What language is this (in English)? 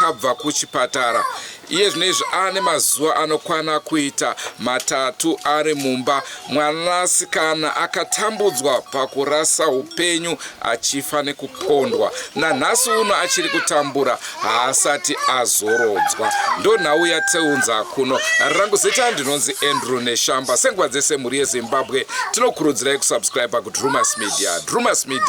Shona